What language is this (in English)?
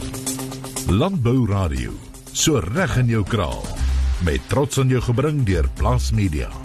Afrikaans